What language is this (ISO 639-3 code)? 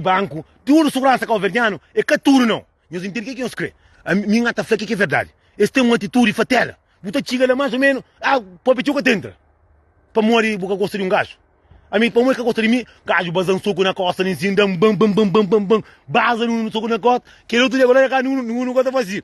kea